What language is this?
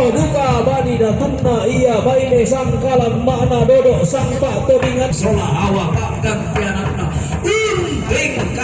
Toraja-Sa'dan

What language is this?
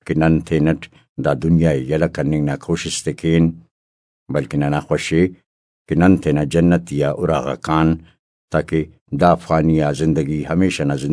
Brahui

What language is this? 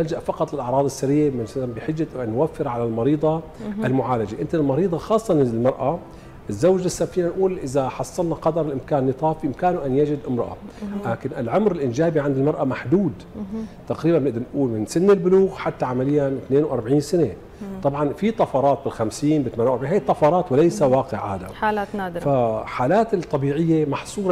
North Levantine Arabic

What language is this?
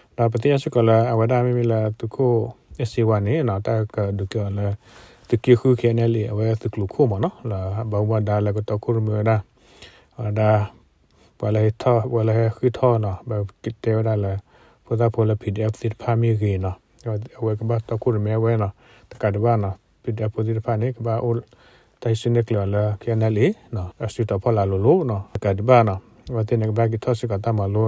S'gaw Karen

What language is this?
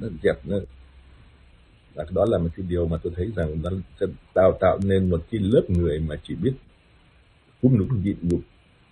Vietnamese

